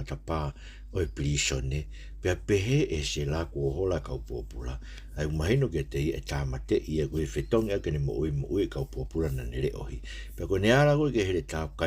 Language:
Tongan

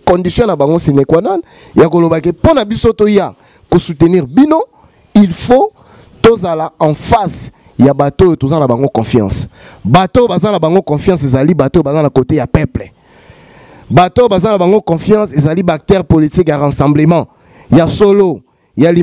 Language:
Lingala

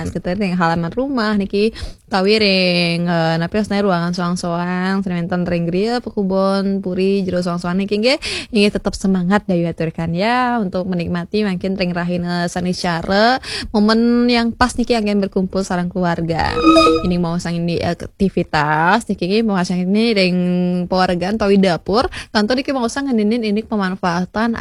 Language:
Balinese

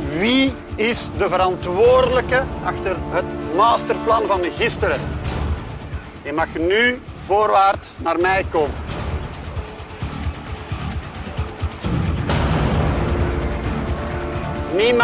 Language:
Dutch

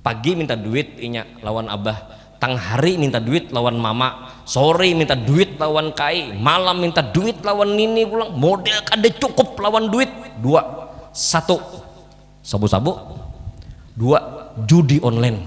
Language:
Banjar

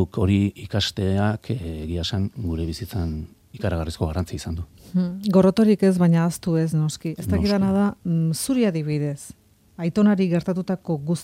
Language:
Basque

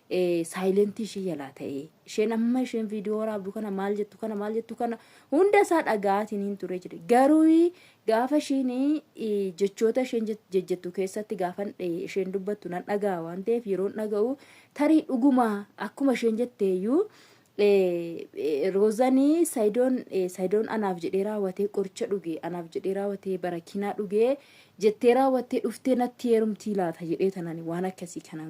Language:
Oromo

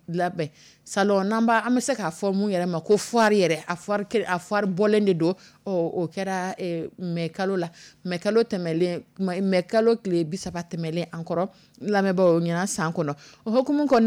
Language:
Dyula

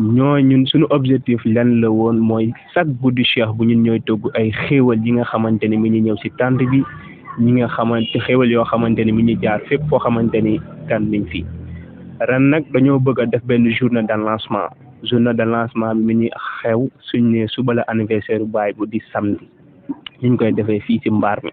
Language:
Wolof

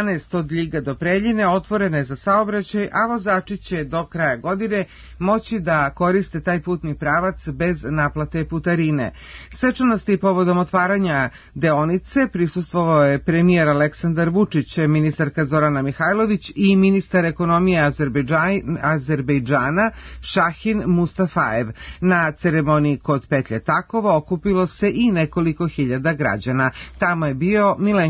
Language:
Serbian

